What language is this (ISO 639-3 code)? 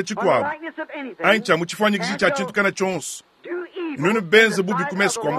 lua